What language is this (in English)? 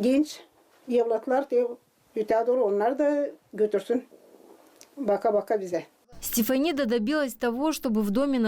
Gagauz